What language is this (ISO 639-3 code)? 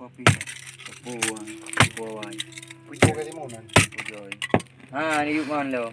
ace